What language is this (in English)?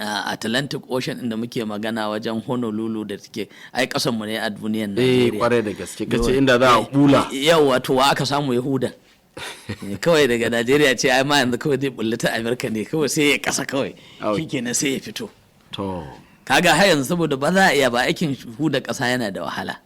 Hausa